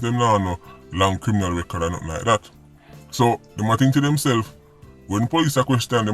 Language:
Jamaican Creole English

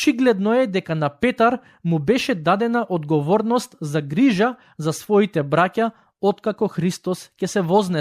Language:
Macedonian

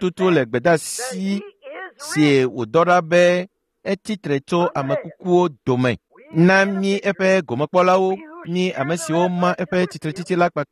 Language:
Ewe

